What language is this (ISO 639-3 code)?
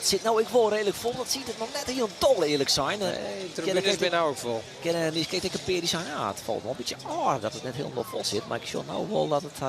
fry